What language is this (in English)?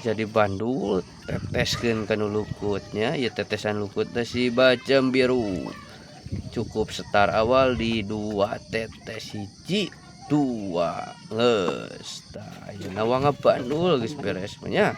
Sundanese